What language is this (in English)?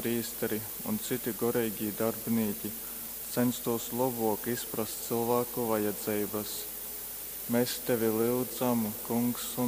Latgalian